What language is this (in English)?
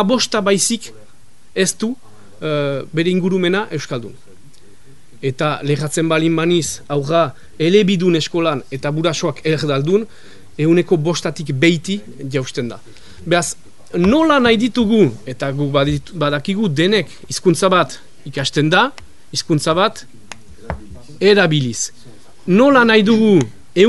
Basque